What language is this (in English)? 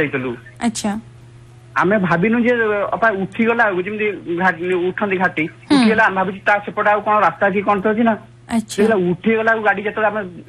Odia